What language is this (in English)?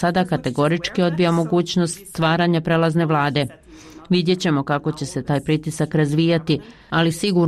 Bosnian